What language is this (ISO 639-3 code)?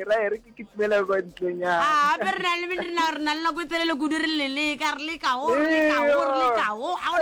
nso